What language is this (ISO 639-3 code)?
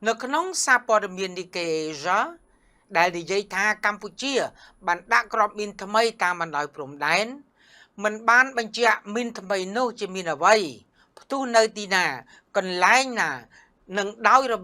khm